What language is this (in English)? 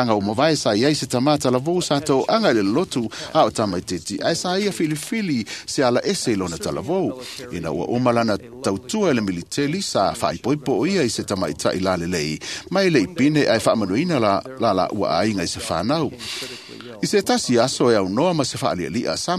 Samoan